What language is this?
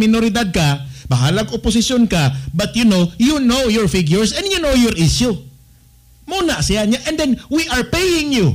Cebuano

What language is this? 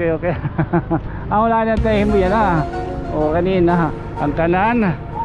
Waray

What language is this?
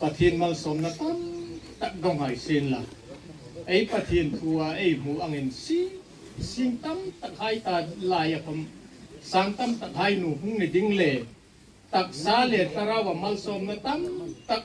Hmar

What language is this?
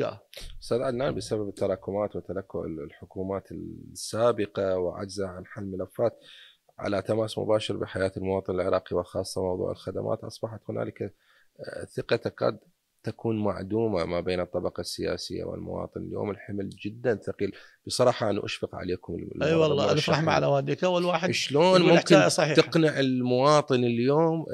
Mesopotamian Arabic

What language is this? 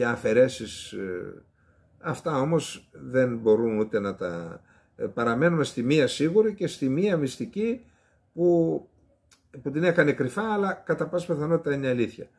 Greek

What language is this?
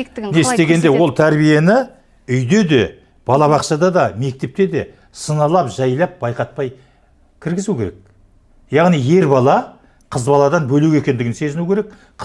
Kazakh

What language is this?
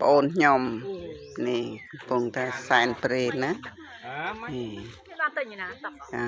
Khmer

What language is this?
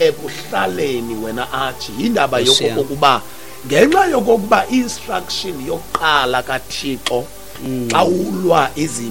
Xhosa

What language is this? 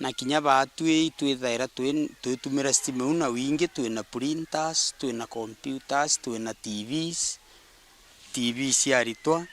Meru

